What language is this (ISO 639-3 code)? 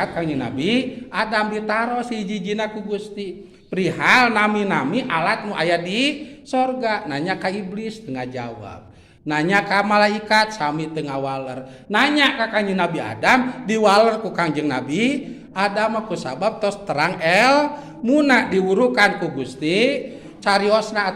sun